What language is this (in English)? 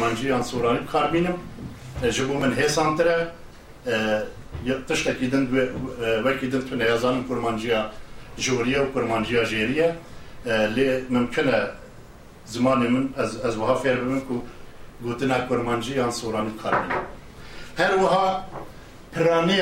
Kurdish